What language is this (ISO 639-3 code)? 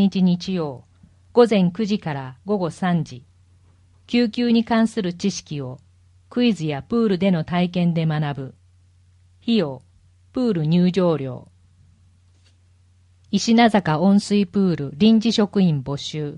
jpn